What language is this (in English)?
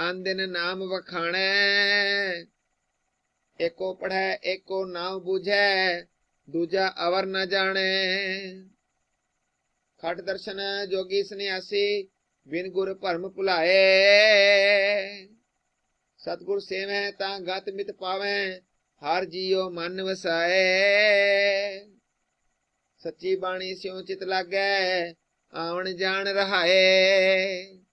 Punjabi